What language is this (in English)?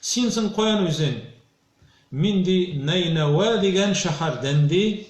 Tatar